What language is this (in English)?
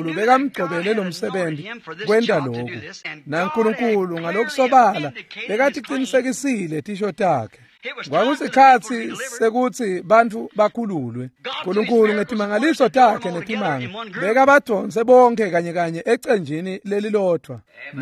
Swati